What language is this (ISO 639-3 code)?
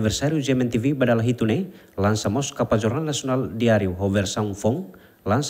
tet